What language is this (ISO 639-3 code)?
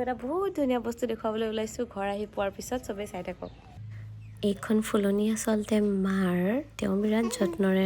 asm